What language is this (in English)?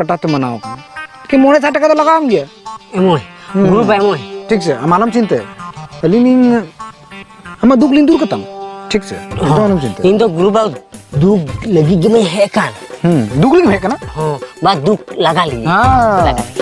Santali